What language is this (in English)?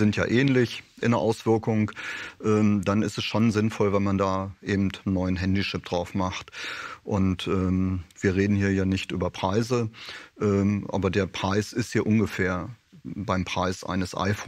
German